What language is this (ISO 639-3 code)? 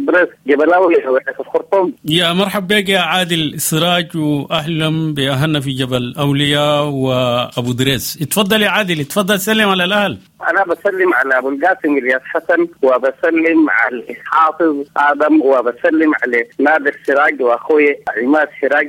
apd